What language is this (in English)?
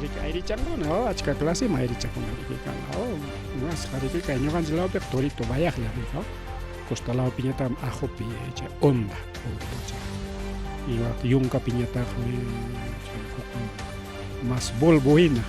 Ayacucho Quechua